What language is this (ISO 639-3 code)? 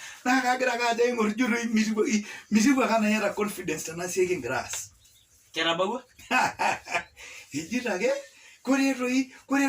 mas